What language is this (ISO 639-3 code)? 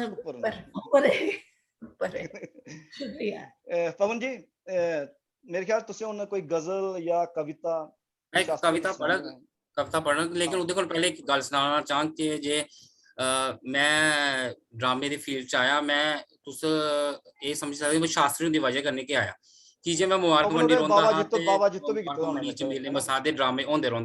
doi